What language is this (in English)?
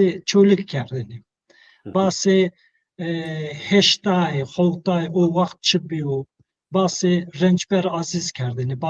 Zaza